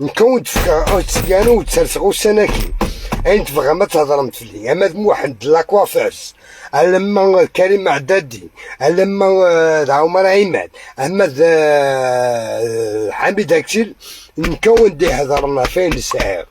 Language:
Algerian Arabic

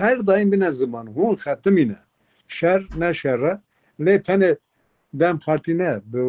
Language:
Kurdish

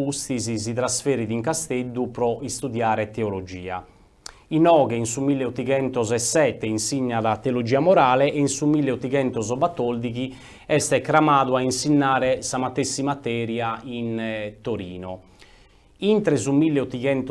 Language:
Sardinian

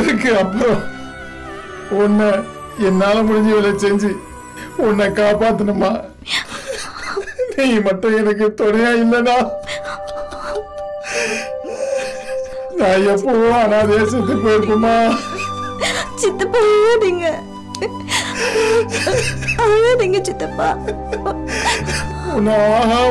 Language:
Tamil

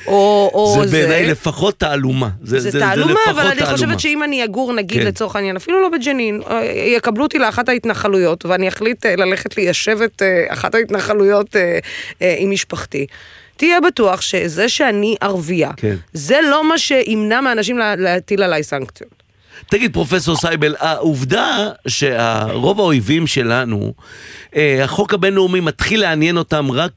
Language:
Hebrew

